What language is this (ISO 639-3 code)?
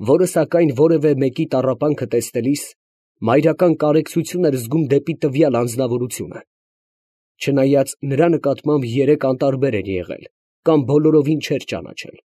hye